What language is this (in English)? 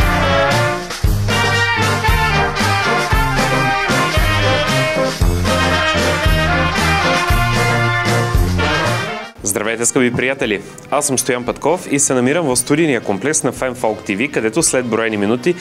Bulgarian